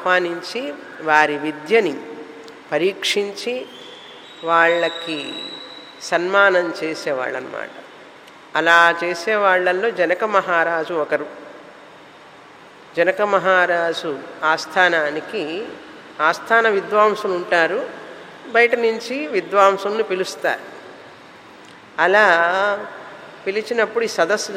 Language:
Telugu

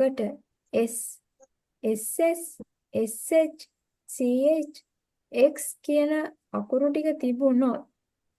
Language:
Sinhala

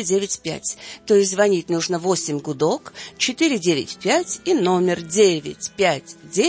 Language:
Russian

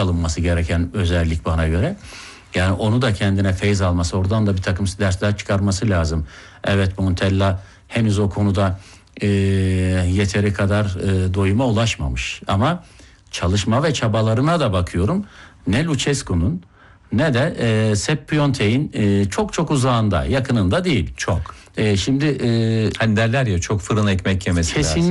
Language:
Turkish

